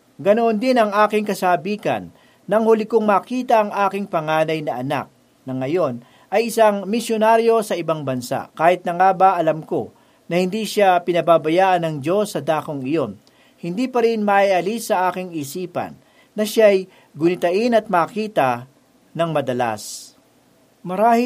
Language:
Filipino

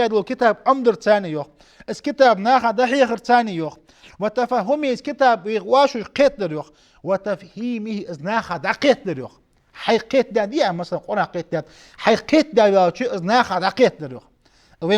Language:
Ingush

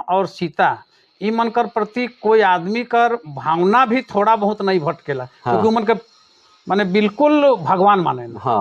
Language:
Sadri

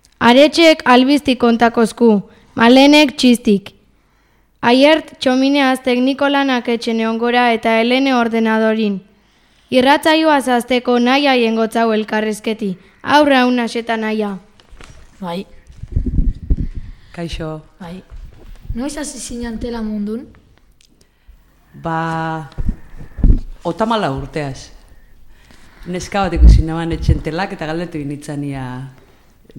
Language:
Basque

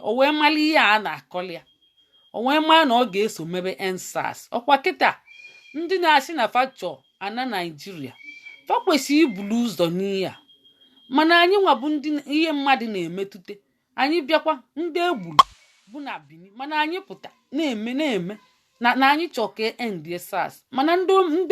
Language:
Igbo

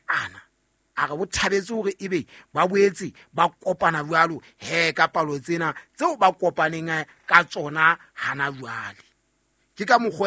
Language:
Southern Sotho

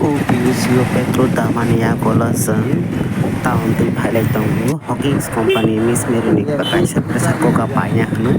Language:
Kok Borok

